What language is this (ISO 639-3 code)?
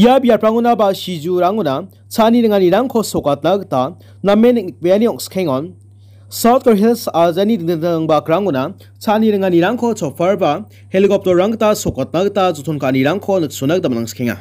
grt